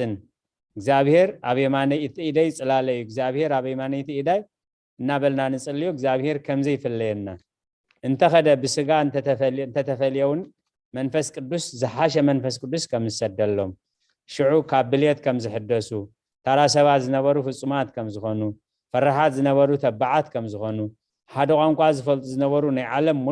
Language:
Tigrinya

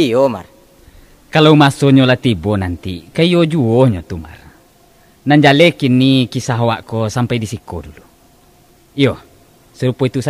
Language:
Minangkabau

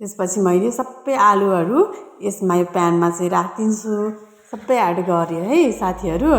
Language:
Nepali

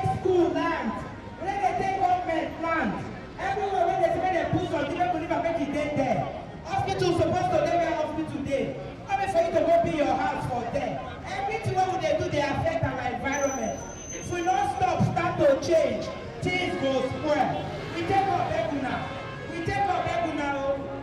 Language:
Nigerian Pidgin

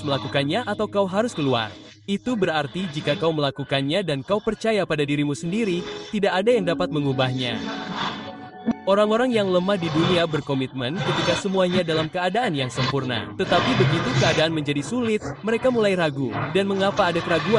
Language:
Indonesian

